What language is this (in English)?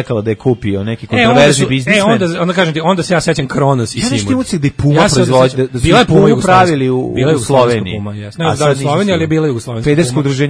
Serbian